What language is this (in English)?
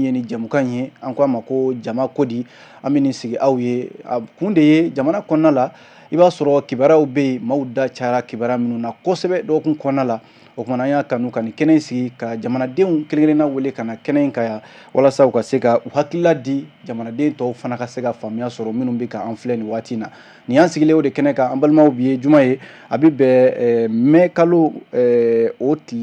Bambara